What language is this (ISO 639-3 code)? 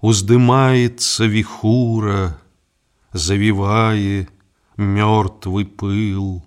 bel